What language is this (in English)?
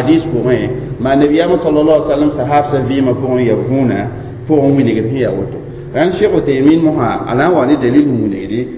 Mossi